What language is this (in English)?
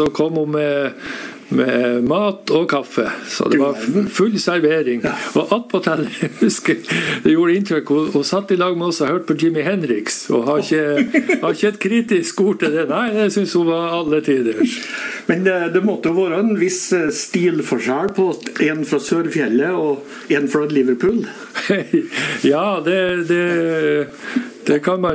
Norwegian